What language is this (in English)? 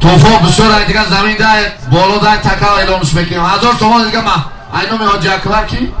Tajik